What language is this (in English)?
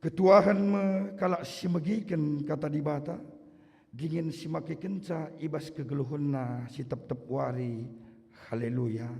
Batak Karo